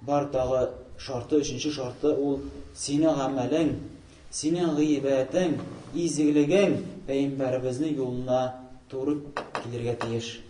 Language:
Tatar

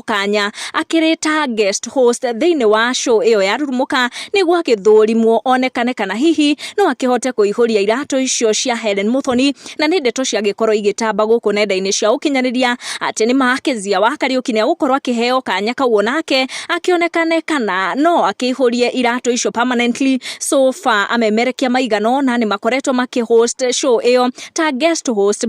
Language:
Kikuyu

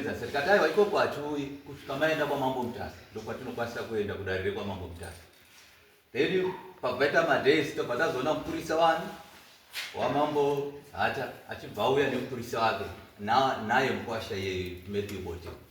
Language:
Shona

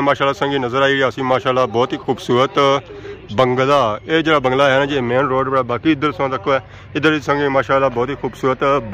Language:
Pahari-Potwari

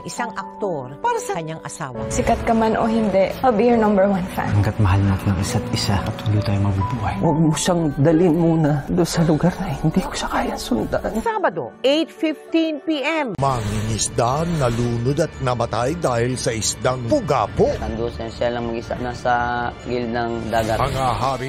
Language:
Filipino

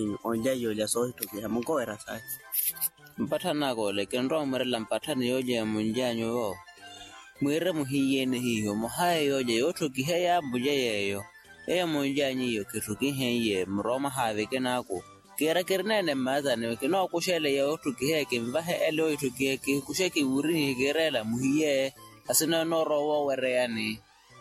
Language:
Makhuwa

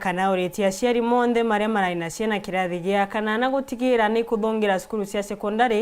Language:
Meru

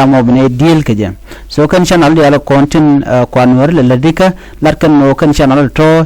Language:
Nuer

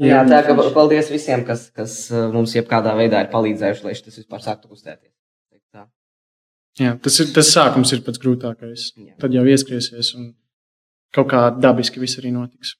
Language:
Latvian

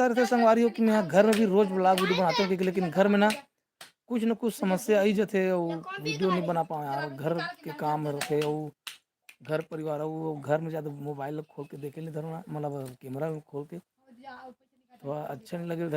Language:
Chhattisgarhi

